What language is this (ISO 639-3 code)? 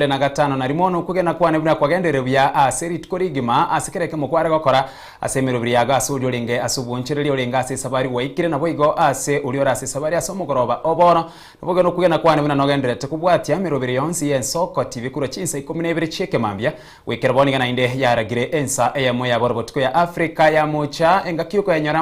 guz